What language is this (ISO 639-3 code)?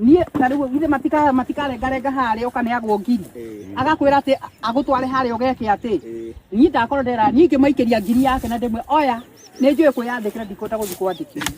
kik